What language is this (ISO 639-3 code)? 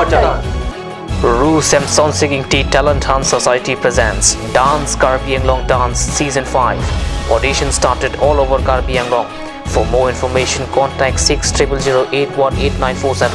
mjw